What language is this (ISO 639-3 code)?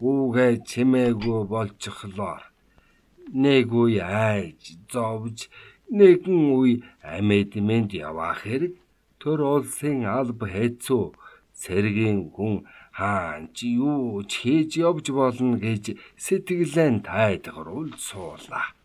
mon